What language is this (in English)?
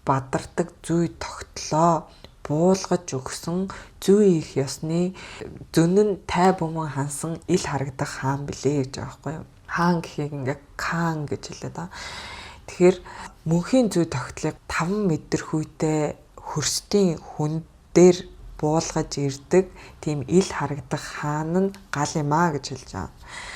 Mongolian